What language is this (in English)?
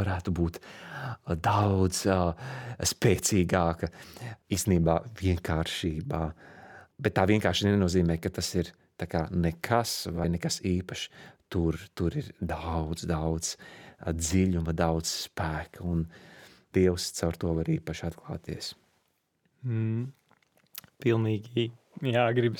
Latvian